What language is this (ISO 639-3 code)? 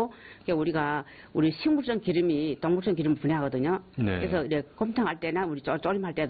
kor